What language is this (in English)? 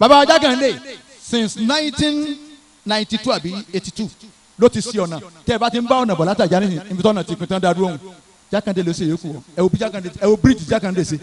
Yoruba